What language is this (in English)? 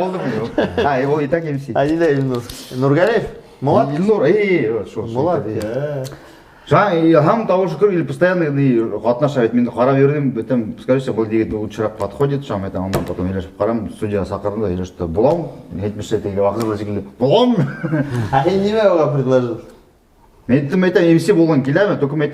Bashkir